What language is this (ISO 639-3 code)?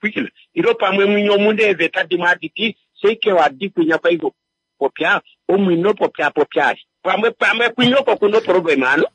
kua